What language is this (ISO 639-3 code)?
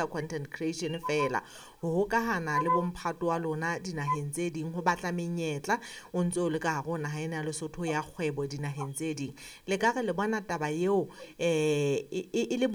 sot